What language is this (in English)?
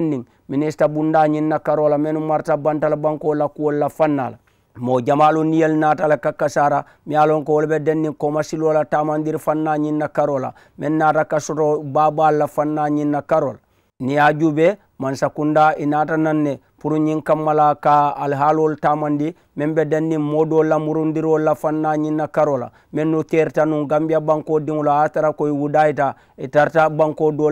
Mandingo